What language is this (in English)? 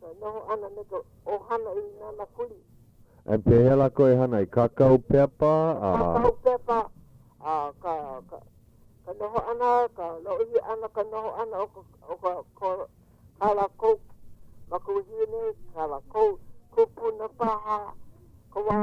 Hawaiian